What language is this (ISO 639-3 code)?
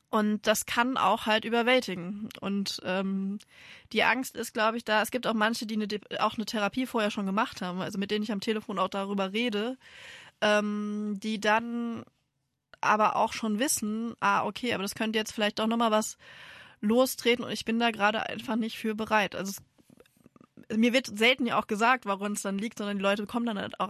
deu